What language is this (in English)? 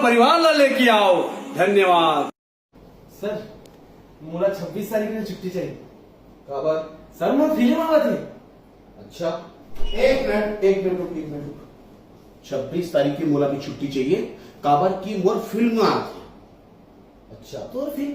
Chhattisgarhi